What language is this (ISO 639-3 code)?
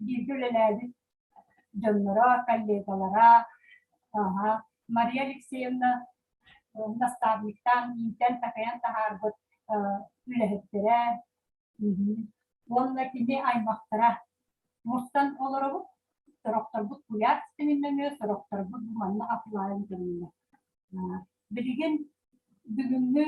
sah